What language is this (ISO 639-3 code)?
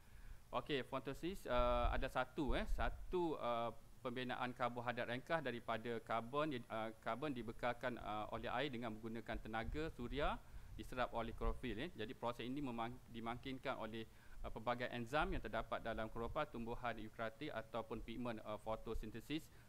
msa